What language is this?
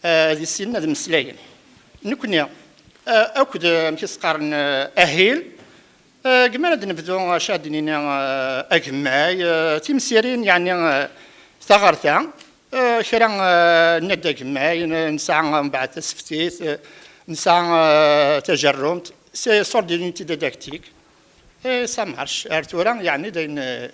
Kabyle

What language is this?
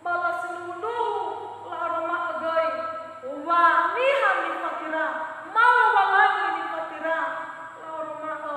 Nias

